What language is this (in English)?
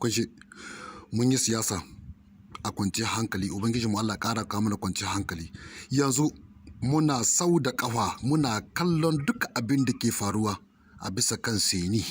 Hausa